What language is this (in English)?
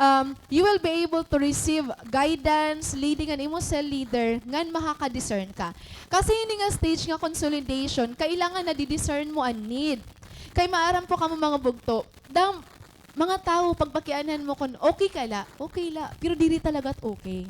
Waray